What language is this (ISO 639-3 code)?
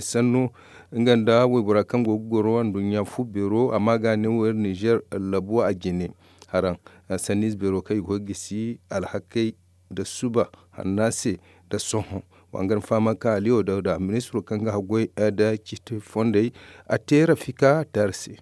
dje